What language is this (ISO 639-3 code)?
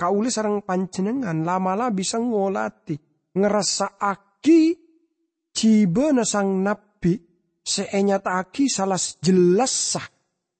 mad